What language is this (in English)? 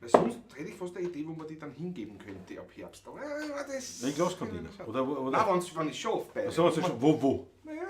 Bavarian